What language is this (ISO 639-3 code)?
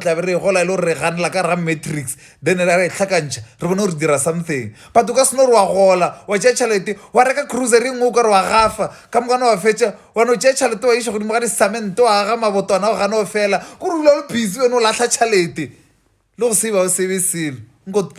nso